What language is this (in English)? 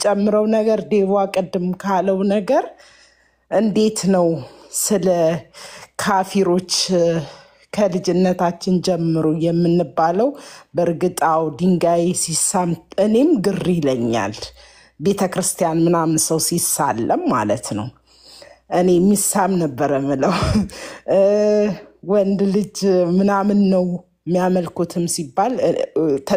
Amharic